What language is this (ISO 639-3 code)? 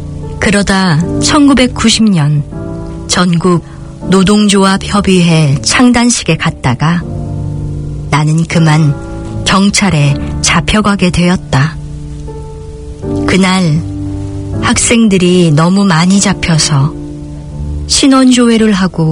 kor